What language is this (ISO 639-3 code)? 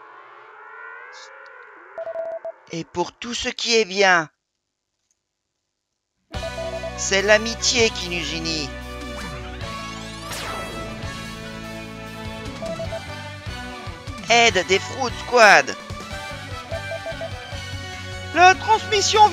fra